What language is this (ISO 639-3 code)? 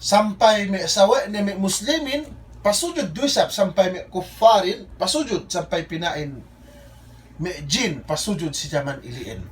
yka